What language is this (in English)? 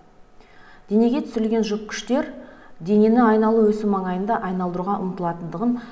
Kazakh